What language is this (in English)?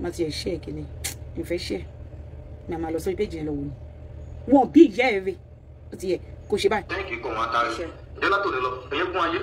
Yoruba